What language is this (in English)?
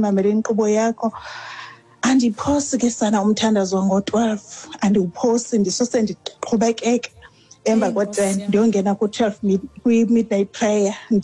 Xhosa